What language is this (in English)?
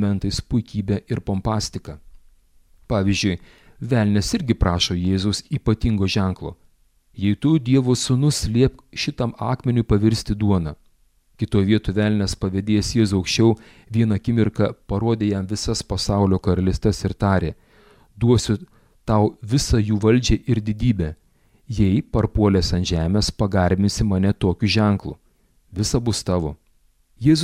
Lithuanian